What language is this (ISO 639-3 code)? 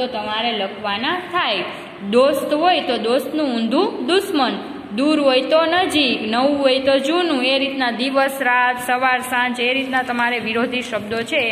guj